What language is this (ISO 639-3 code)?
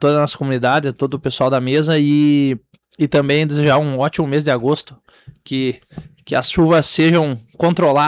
por